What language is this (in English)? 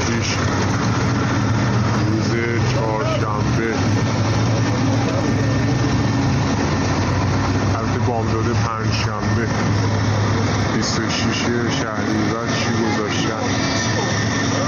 Persian